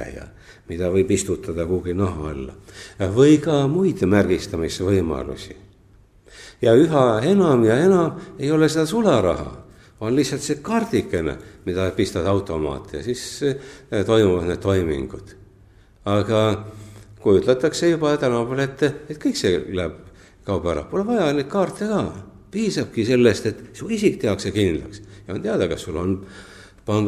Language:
Estonian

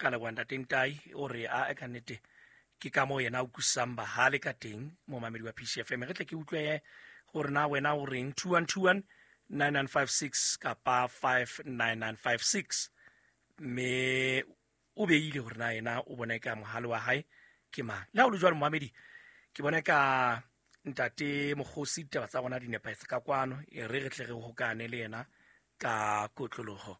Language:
Southern Sotho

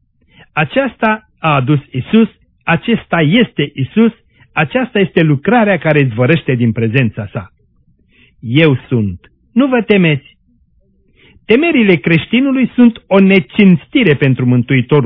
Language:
Romanian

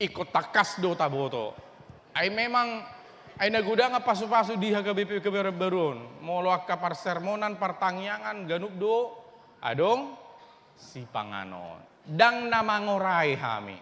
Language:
Batak Toba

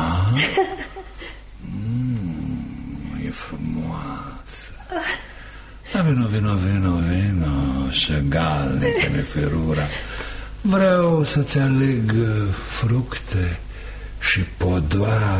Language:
Romanian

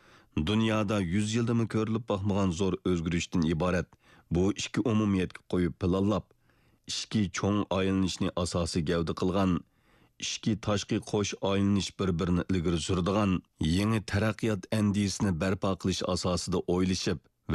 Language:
Uyghur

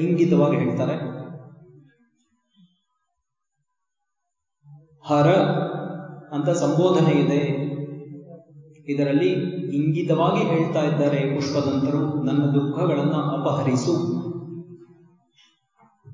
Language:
Kannada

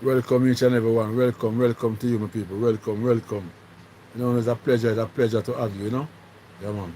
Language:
Jamaican Creole English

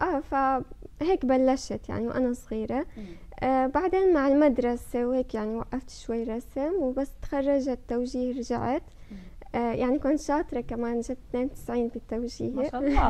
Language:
North Levantine Arabic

